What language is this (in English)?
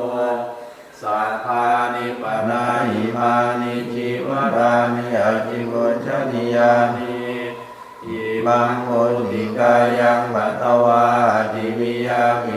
Pali